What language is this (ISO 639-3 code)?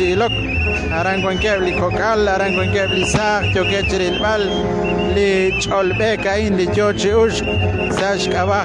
kek